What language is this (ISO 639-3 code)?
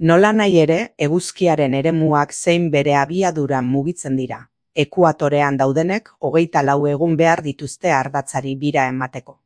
eus